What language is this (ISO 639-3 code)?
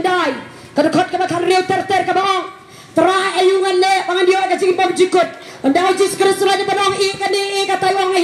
kha